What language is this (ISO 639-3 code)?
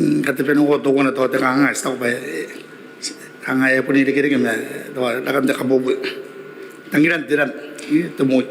gil